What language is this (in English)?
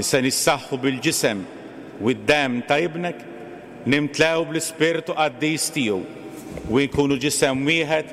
Maltese